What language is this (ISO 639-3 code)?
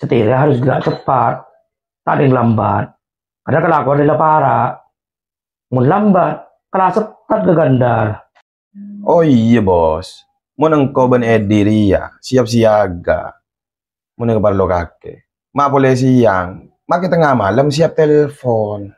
mad